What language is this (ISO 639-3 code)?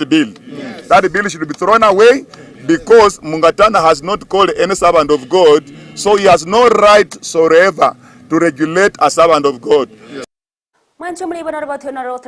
guz